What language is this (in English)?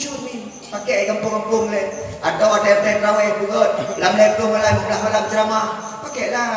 Achinese